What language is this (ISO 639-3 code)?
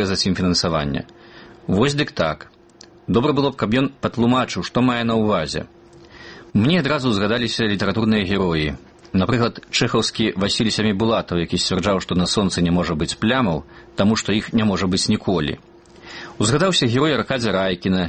bel